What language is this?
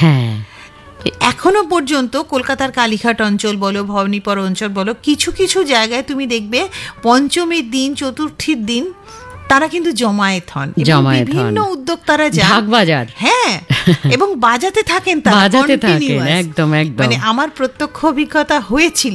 Bangla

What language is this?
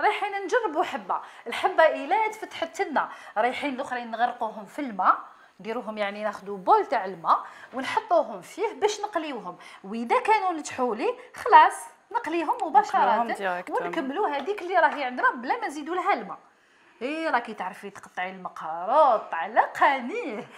Algerian Arabic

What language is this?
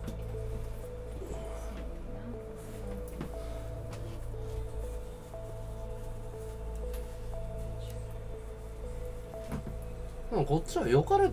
Japanese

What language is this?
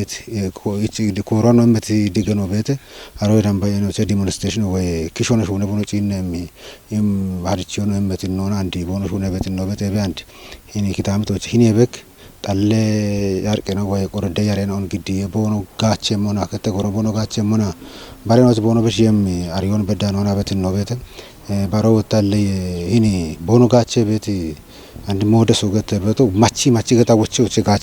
Kafa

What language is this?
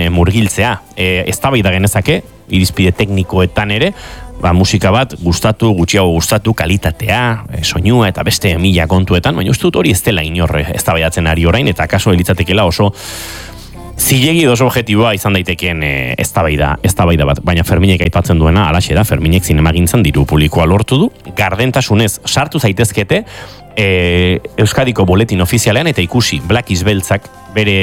Basque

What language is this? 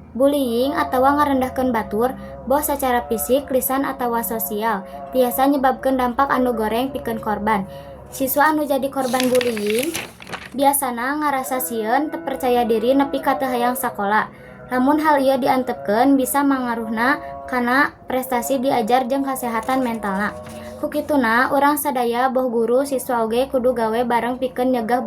Sundanese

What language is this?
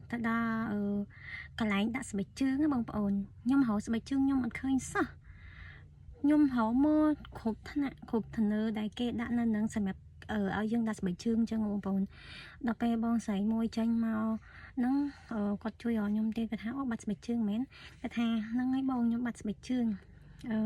Khmer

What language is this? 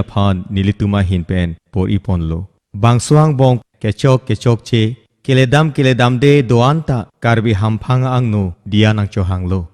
Karbi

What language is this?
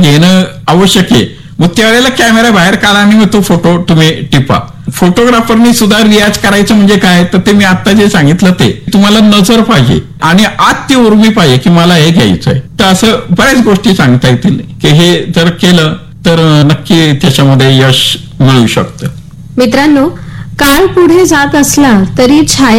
Marathi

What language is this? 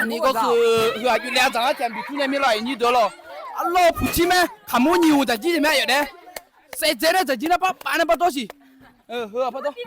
Akha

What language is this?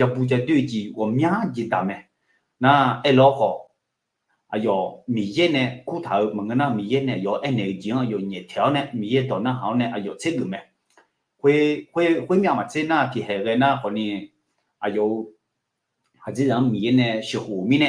Akha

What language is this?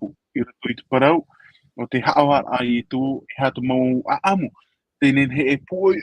Tahitian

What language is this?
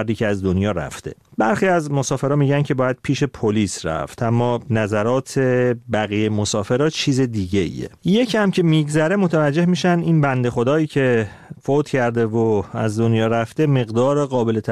Persian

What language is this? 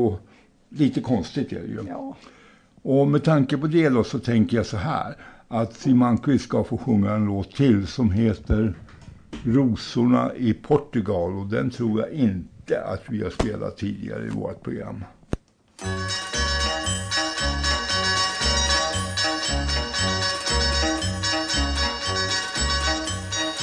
Swedish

